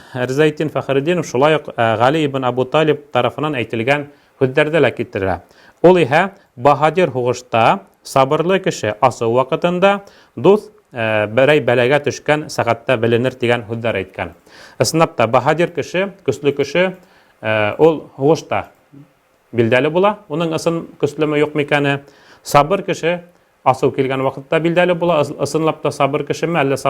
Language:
Bashkir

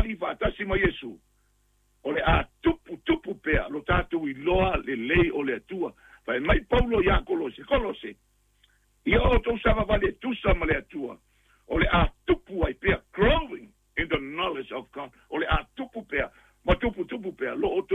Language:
Samoan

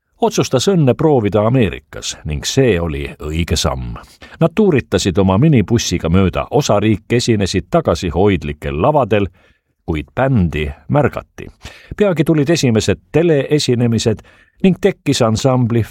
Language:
Estonian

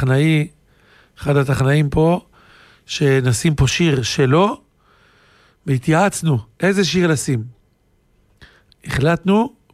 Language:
Hebrew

